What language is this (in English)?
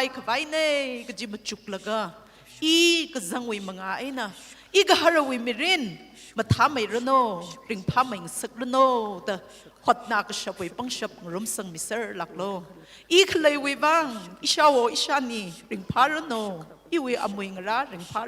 Tangkhul Naga (India)